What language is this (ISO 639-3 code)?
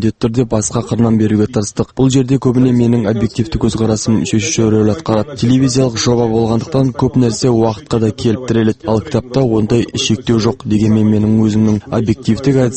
kaz